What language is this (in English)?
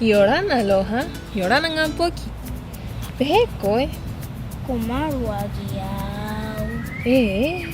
Rapanui